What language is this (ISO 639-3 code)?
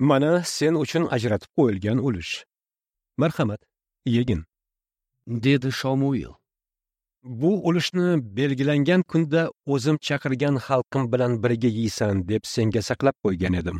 uzb